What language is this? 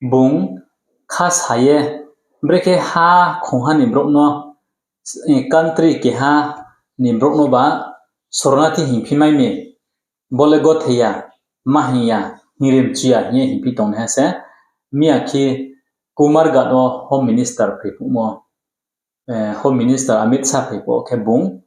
Riang (India)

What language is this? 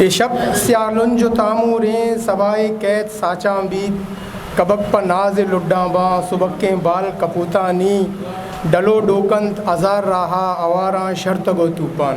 Eastern Balochi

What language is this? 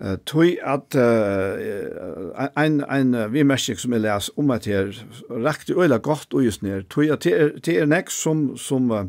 Faroese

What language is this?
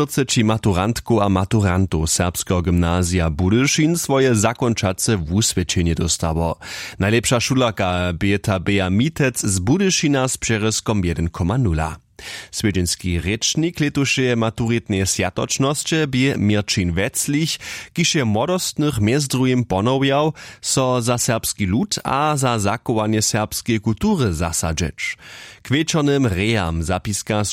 Upper Sorbian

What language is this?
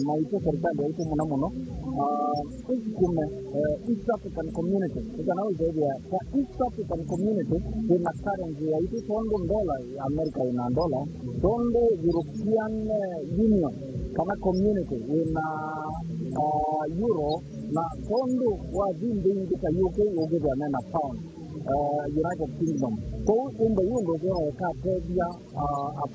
Kamba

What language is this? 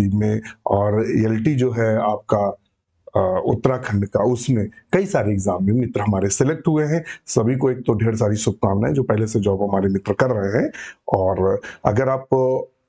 Hindi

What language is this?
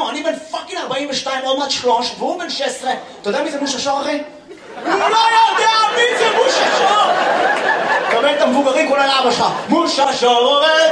Hebrew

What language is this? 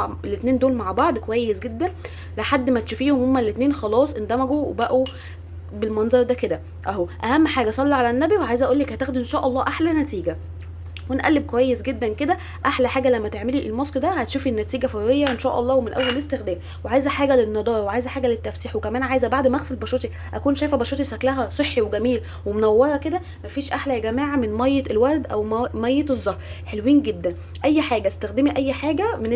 Egyptian Arabic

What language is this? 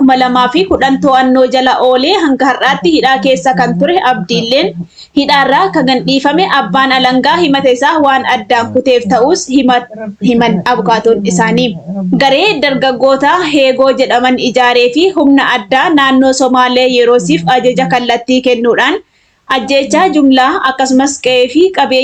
Oromo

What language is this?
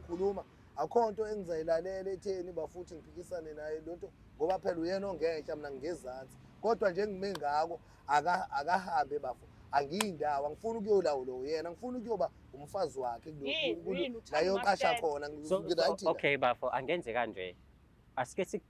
Zulu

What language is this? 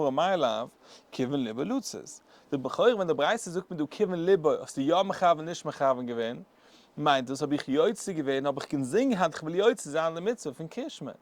Yiddish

